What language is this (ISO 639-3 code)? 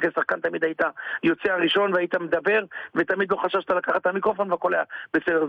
heb